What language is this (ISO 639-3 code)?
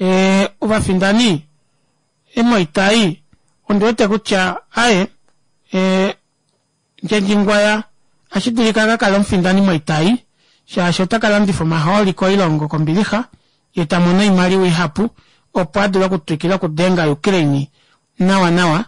kua